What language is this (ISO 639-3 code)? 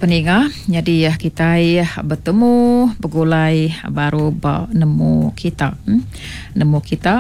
iba